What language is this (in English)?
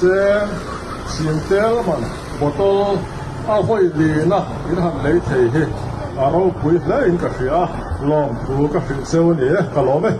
Mizo